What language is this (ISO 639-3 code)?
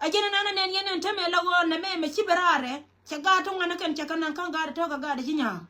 nus